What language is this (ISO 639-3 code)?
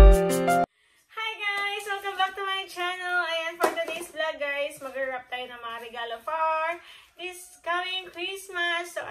fil